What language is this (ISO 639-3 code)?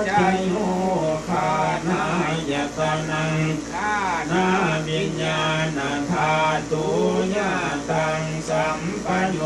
pli